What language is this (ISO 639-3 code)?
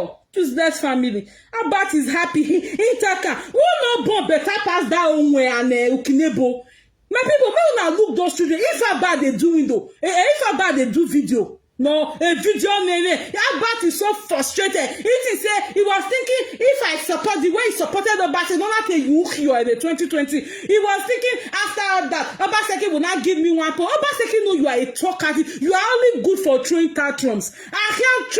pcm